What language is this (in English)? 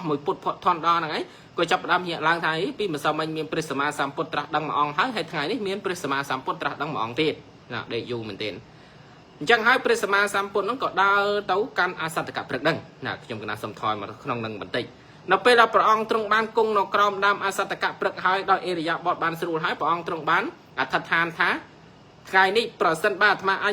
Khmer